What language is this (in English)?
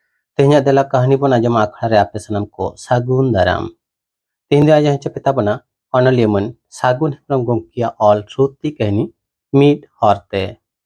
Santali